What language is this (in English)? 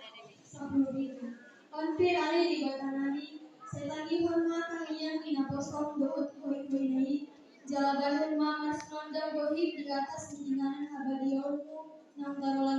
Batak Toba